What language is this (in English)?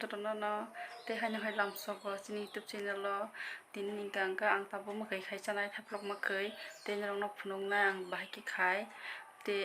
Kok Borok